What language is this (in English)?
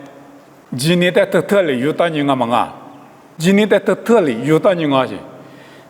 Lisu